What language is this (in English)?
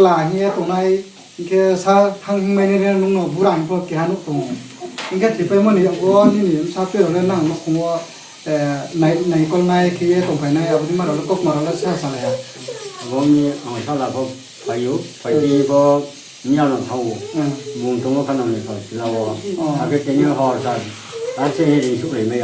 Riang (India)